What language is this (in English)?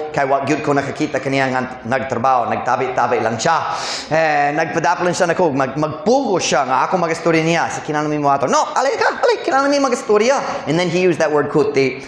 Cebuano